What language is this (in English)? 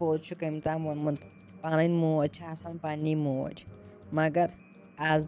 Kashmiri